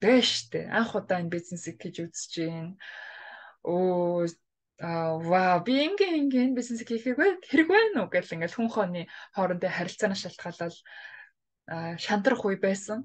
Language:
Mongolian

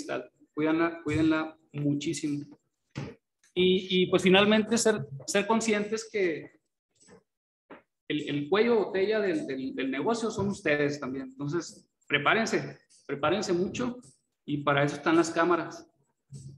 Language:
Spanish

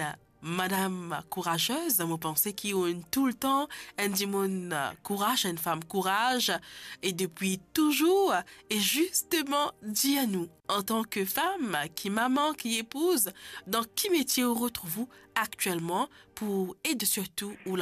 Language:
Morisyen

